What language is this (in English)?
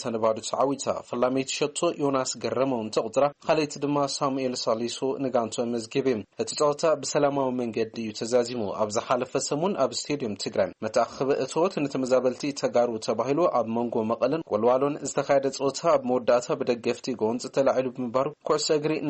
Tigrinya